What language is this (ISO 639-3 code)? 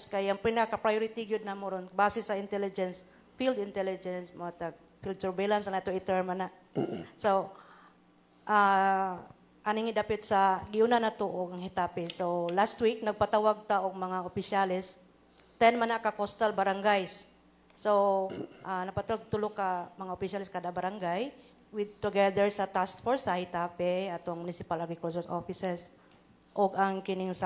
ceb